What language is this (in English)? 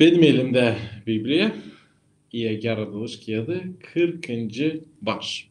Gagauz